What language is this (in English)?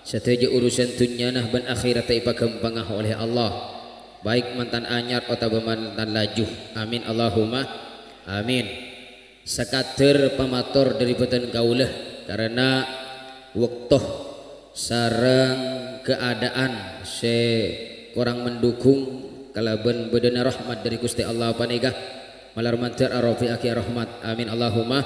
Madurese